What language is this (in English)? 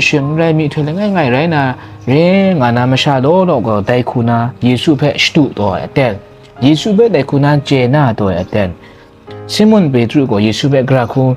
Kachin